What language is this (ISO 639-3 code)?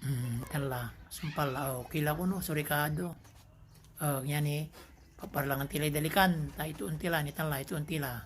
pag